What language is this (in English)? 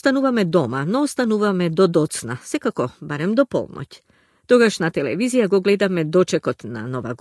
Macedonian